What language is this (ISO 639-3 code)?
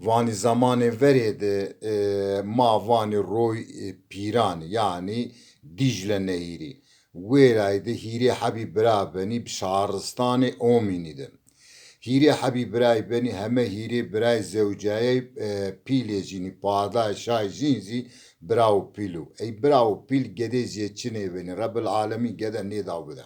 zza